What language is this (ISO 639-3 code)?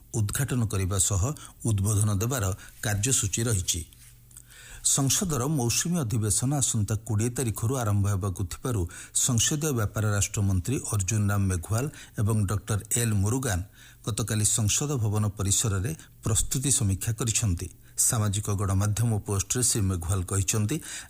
ori